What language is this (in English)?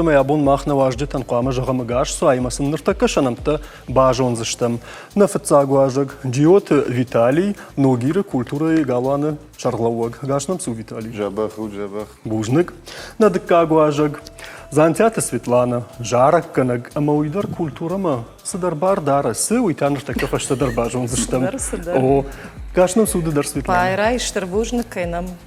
Ossetic